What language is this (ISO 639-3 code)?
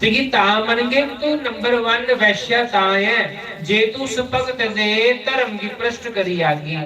doi